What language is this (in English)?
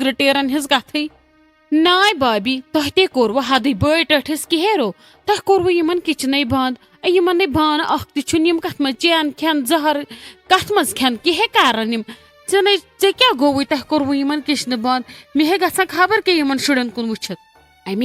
Kashmiri